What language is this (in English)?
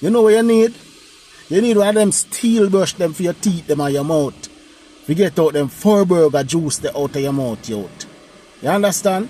Jamaican Creole English